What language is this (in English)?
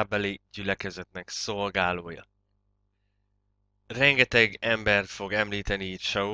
Hungarian